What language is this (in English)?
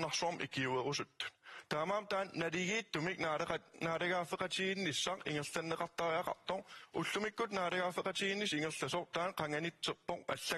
Kalaallisut